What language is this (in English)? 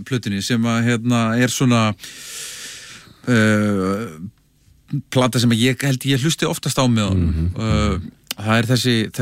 Icelandic